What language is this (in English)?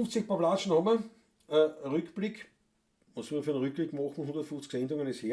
Bavarian